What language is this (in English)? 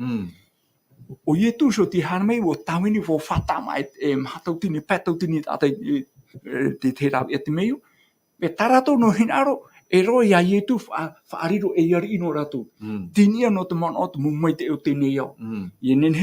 Tahitian